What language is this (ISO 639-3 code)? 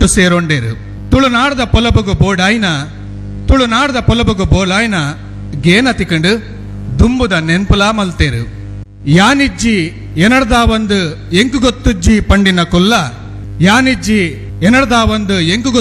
tcy